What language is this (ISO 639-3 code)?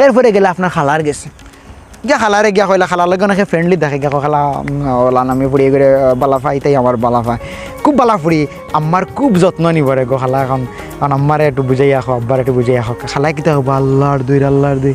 syl